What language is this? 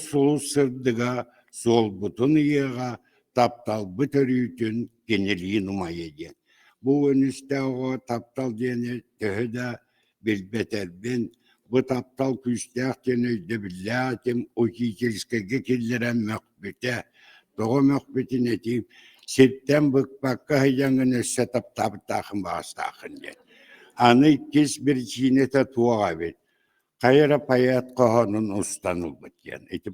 Yakut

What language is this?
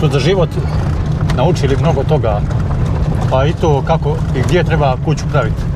Bosnian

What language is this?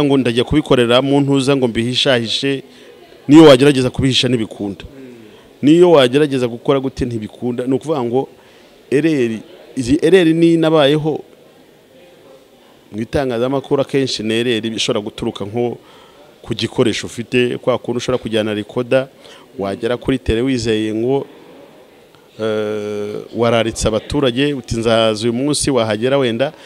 Kinyarwanda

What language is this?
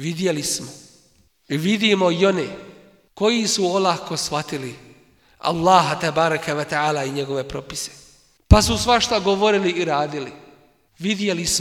Bosnian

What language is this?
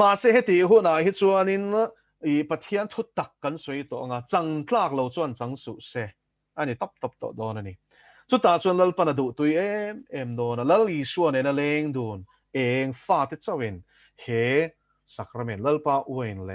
Mizo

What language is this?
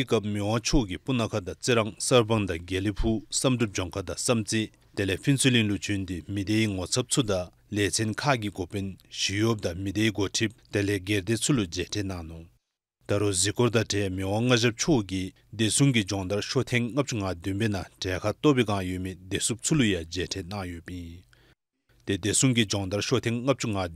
Dzongkha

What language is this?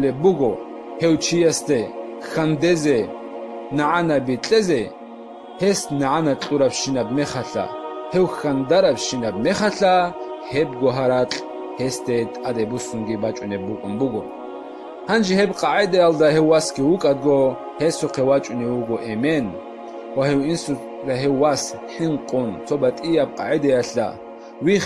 Avaric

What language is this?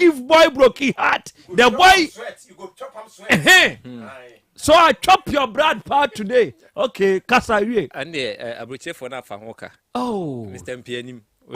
Akan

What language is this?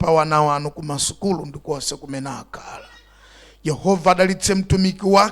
Nyanja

